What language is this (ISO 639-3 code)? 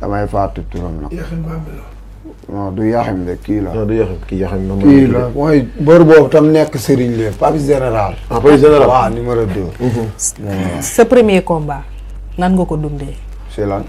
wol